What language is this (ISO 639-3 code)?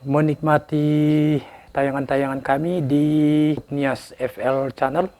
nia